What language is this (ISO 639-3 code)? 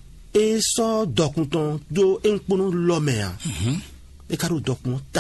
fon